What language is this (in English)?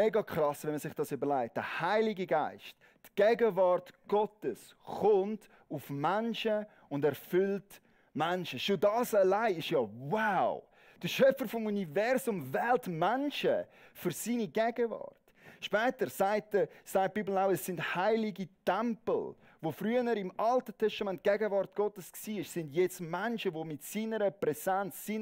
Swiss German